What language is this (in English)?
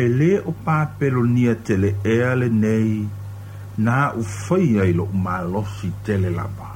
Samoan